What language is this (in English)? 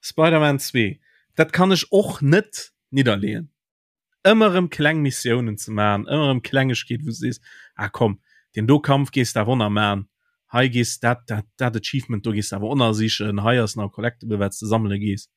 Luxembourgish